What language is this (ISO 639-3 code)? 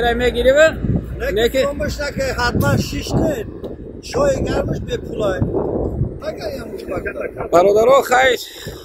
tgk